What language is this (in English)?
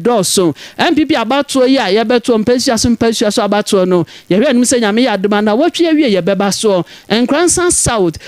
Akan